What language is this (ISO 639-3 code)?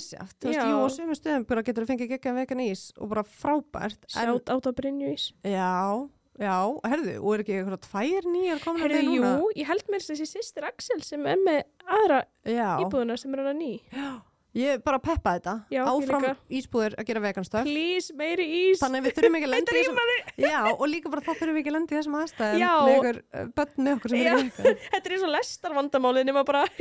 isl